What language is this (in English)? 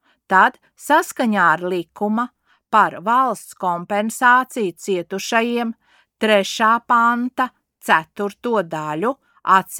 Latvian